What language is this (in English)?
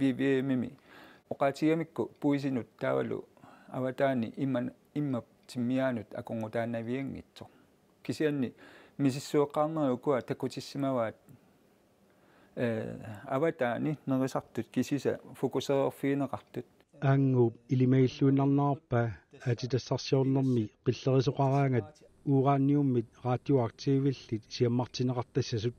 Kalaallisut